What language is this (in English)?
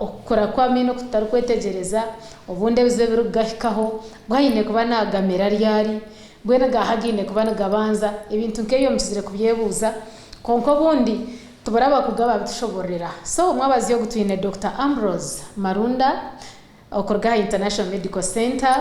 Nyankole